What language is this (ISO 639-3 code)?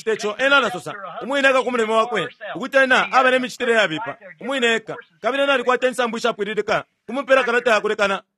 bem